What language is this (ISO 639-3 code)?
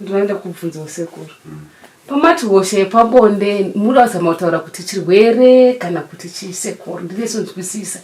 sna